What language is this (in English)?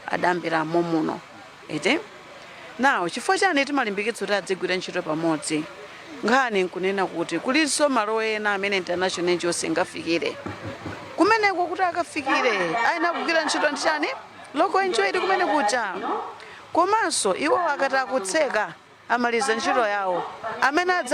Nyanja